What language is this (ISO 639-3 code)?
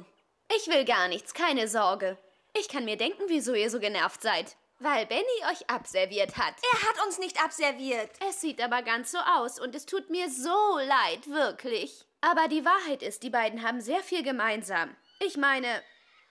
deu